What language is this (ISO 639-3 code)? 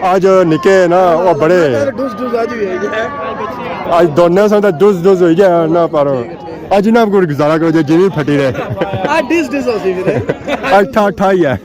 phr